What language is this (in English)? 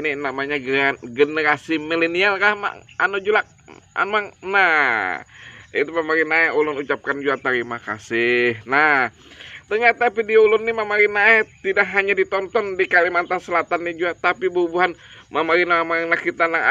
Banjar